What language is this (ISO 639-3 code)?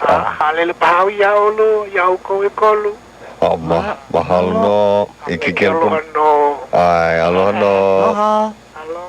haw